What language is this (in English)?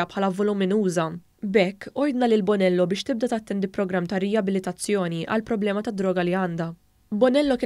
Maltese